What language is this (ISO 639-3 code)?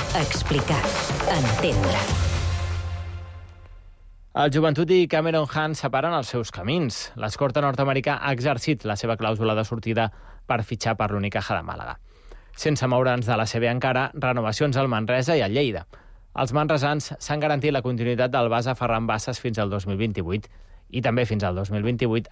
cat